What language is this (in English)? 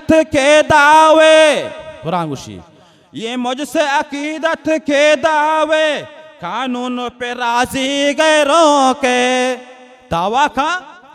Baluchi